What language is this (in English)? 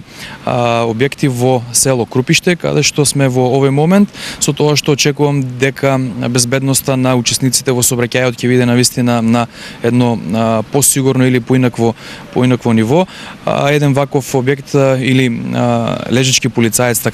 Macedonian